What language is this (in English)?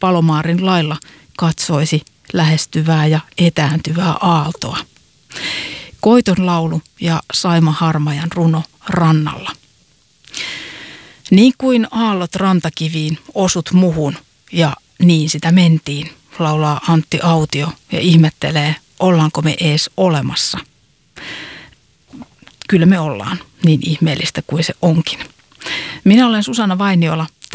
Finnish